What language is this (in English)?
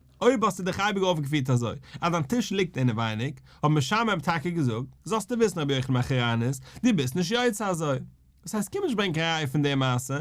Yiddish